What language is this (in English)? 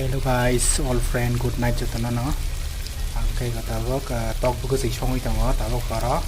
Kok Borok